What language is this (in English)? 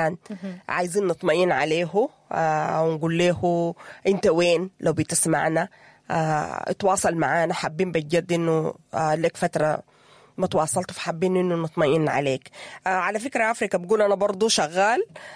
Sudanese Arabic